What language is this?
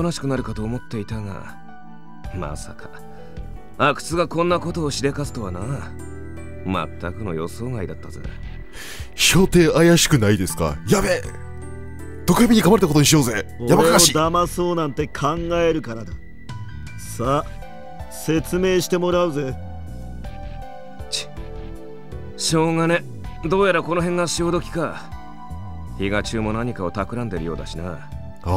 Japanese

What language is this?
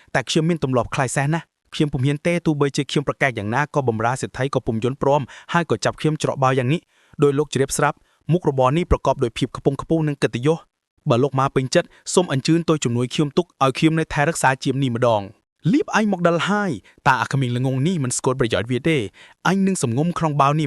Khmer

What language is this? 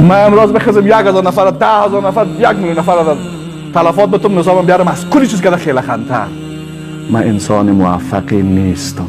Persian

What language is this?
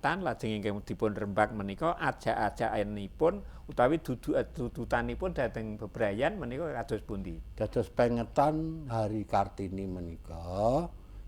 Javanese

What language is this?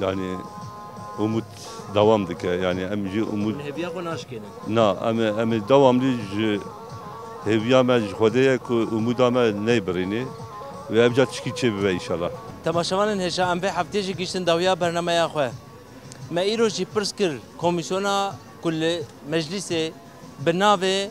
Kurdish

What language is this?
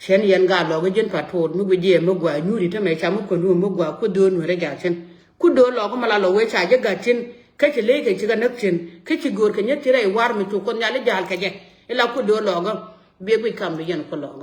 Nuer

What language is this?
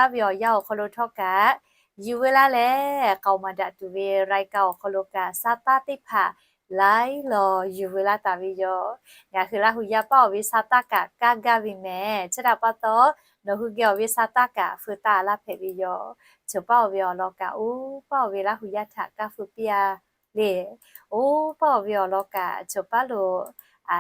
Lahu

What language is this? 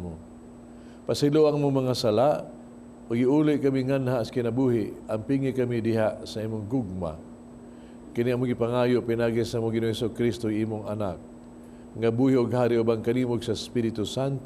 Cebuano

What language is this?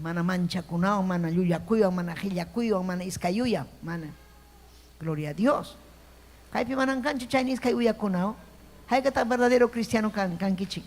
Ayacucho Quechua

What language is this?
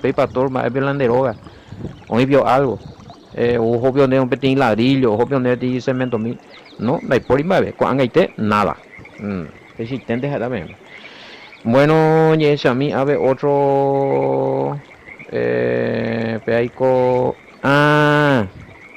Guarani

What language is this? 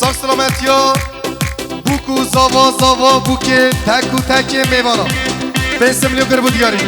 Kurdish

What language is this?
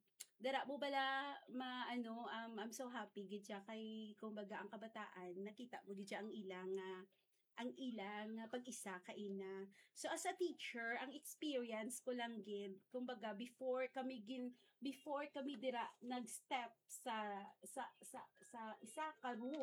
Hiligaynon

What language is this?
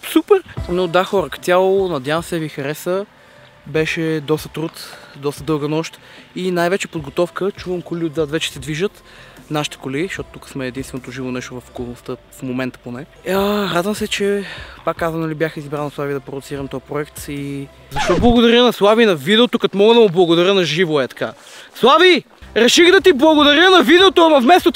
Bulgarian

